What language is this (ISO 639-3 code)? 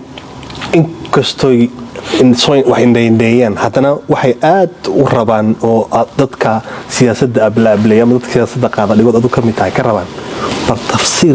som